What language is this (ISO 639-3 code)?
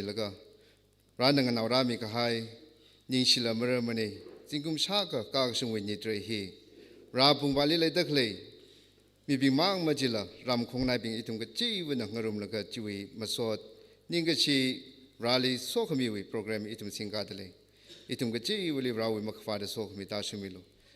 nmf